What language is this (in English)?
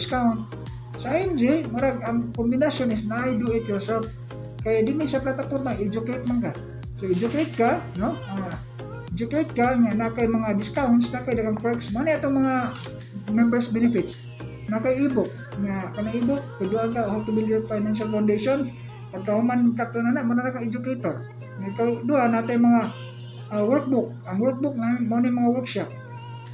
Cebuano